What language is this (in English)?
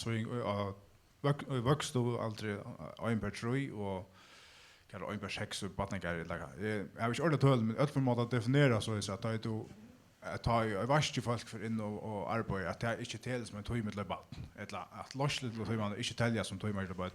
Faroese